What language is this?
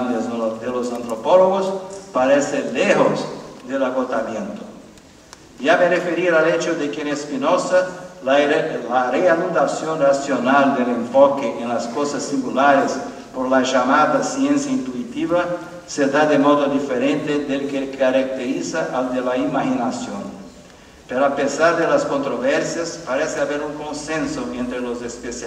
Spanish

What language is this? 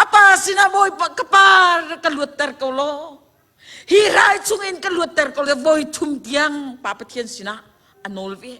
Hakha Chin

